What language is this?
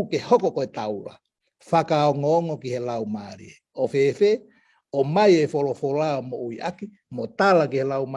Tongan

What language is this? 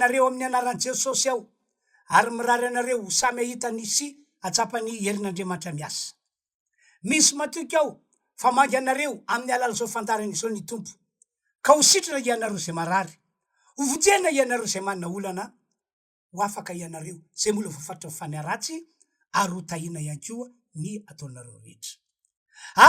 Malagasy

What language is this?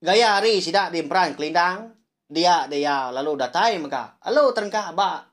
Iban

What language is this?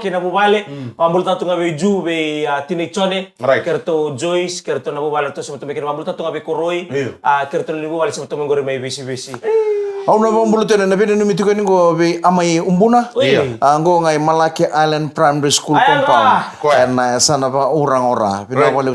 Fijian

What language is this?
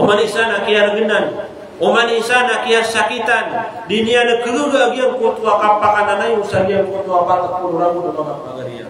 Maranao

